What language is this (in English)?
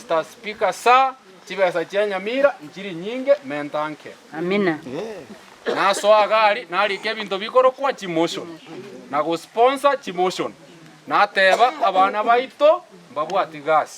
Gusii